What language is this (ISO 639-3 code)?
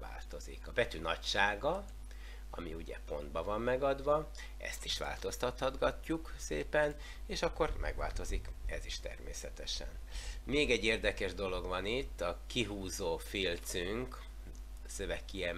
hun